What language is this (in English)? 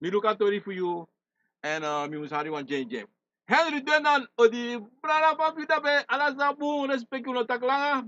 Sranan Tongo